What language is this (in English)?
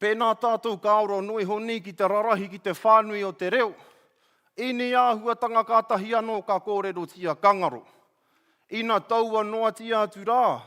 Māori